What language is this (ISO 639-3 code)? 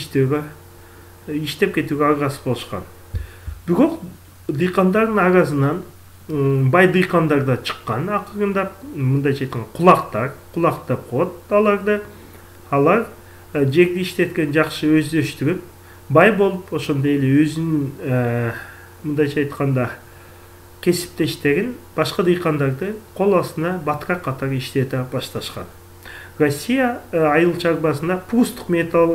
kir